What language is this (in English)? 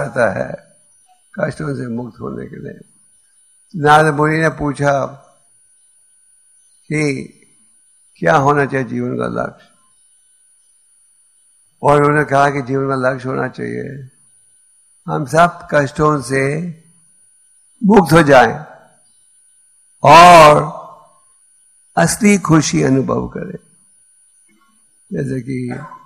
Hindi